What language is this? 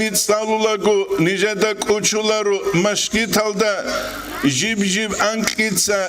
Avaric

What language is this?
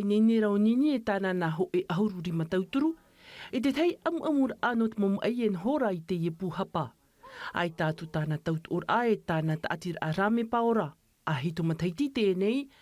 Tahitian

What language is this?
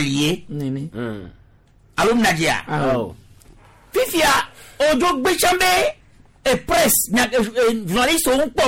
Gen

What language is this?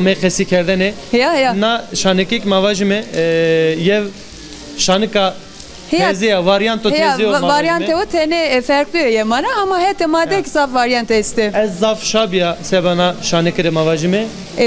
Zaza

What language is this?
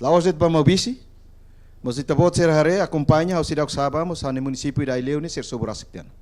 Tetum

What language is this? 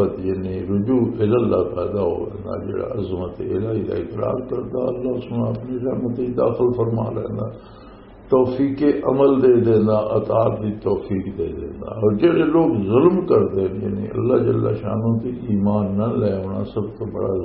Western Panjabi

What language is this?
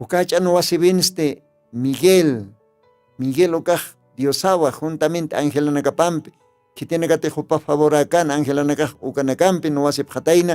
Aymara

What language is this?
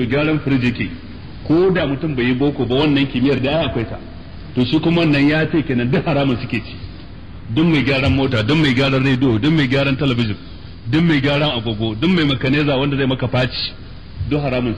Hausa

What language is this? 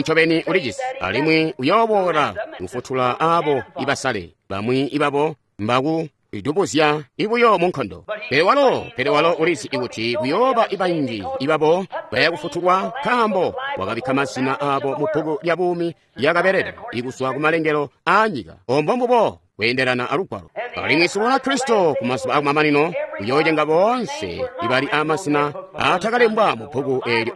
Tonga (Zambia)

